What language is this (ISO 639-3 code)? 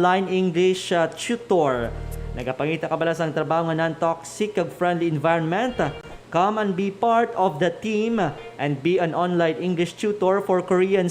hil